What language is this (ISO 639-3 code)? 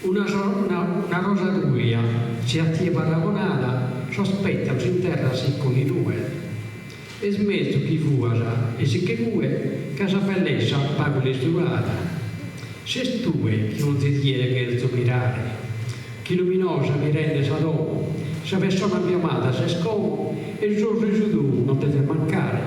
srd